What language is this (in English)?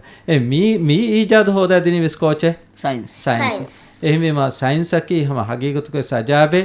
Divehi